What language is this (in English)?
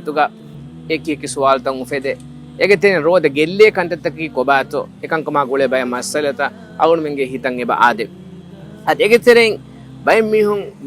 Divehi